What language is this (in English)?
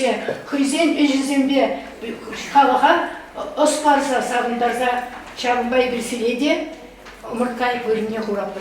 Chuvash